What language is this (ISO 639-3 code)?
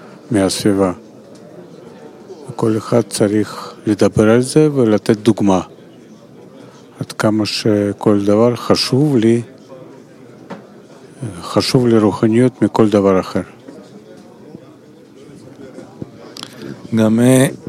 heb